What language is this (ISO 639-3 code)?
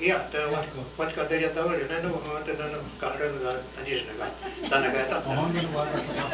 moh